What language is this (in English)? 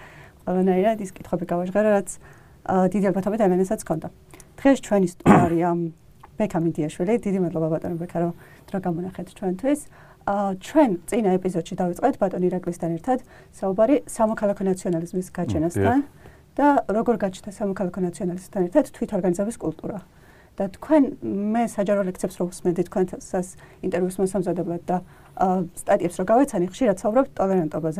Georgian